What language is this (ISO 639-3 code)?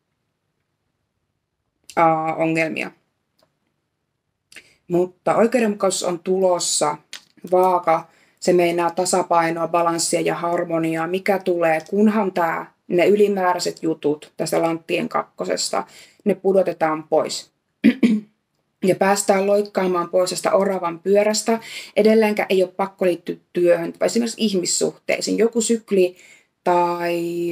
fin